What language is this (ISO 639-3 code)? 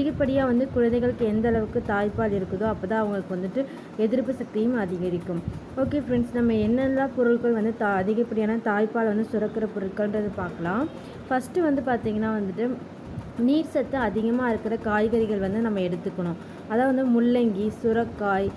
tam